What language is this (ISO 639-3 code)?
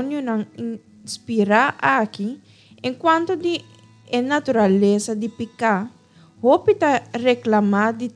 pap